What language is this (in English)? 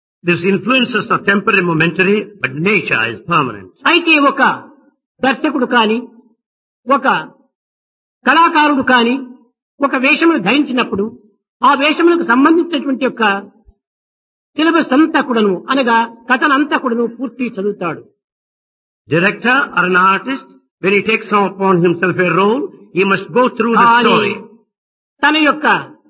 Telugu